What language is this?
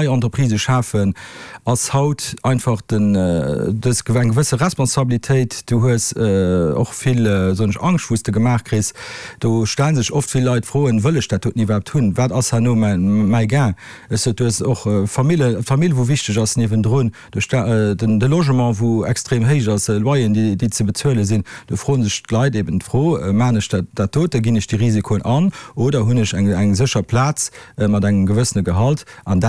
Luxembourgish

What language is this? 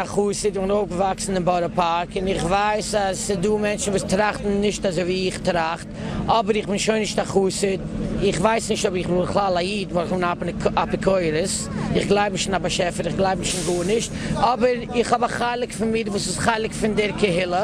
Yiddish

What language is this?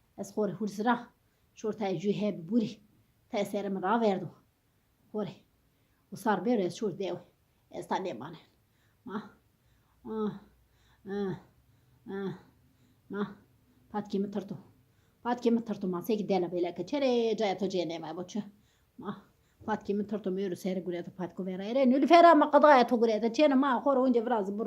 Zaza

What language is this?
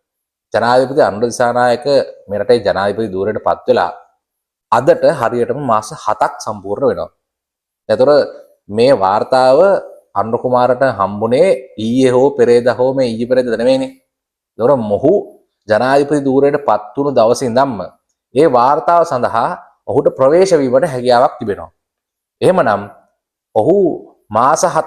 Sinhala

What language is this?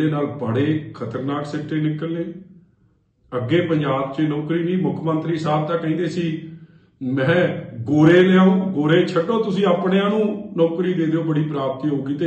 Punjabi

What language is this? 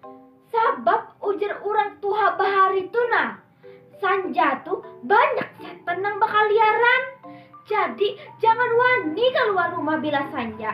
Banjar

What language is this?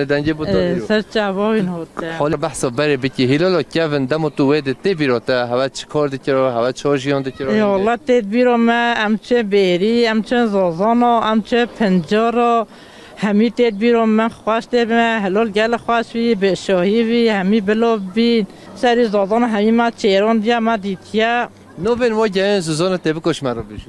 Kurdish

